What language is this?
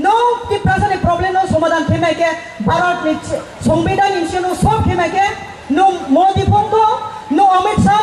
Riang (India)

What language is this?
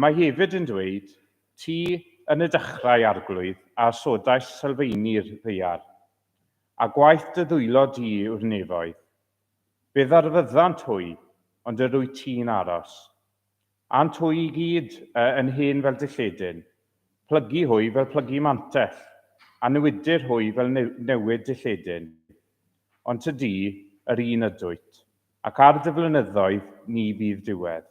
Welsh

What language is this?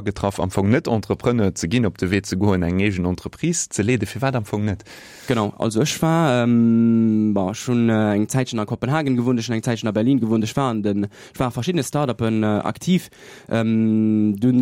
Luxembourgish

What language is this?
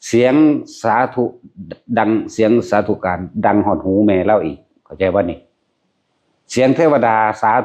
Northeastern Thai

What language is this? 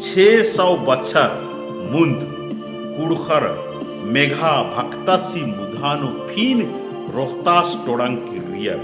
Kurukh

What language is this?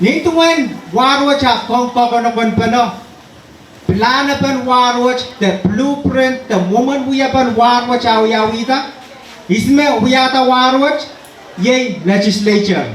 Pohnpeian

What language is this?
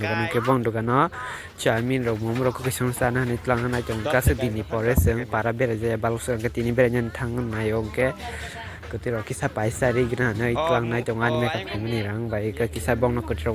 Kok Borok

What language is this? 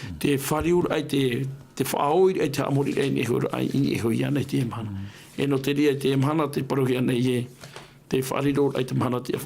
Tahitian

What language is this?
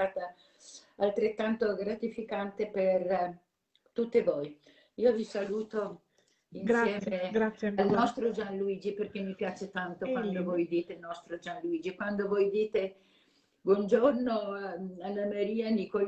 Italian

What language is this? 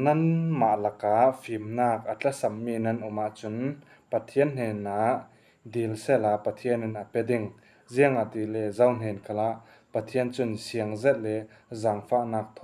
Falam Chin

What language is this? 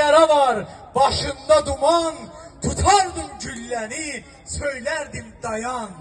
South Azerbaijani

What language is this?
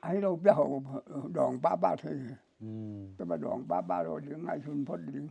Tedim Chin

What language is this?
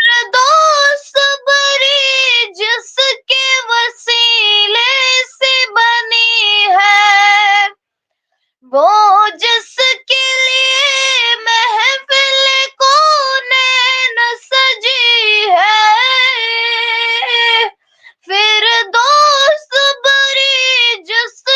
Kashmiri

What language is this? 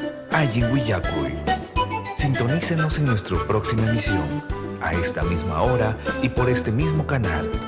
Ayacucho Quechua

